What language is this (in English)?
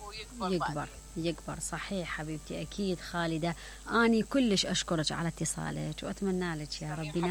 Mesopotamian Arabic